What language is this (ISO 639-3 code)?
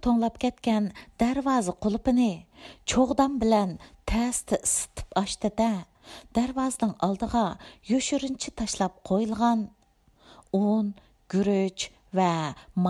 uig